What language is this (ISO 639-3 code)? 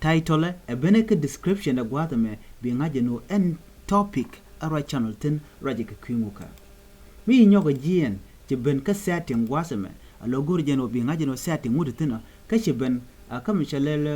nus